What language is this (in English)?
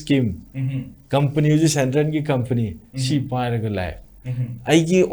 Manipuri